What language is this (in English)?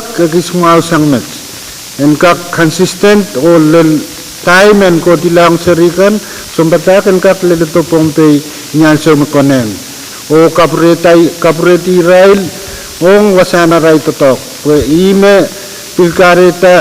Pohnpeian